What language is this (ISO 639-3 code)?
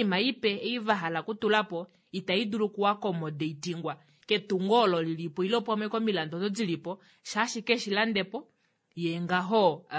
kua